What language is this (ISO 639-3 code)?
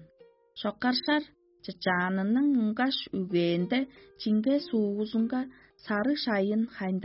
tyv